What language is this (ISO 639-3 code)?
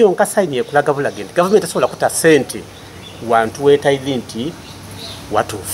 xog